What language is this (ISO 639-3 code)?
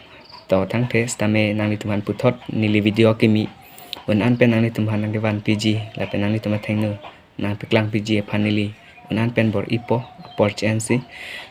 mjw